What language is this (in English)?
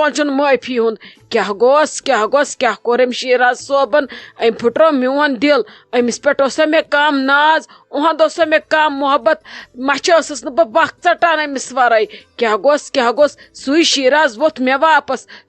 Kashmiri